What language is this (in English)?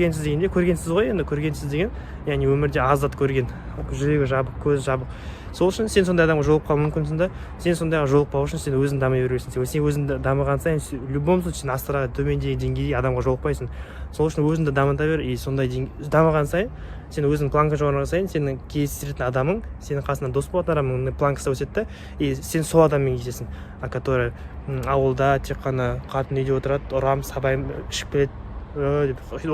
Kazakh